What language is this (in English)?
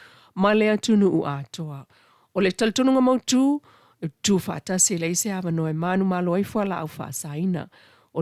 Samoan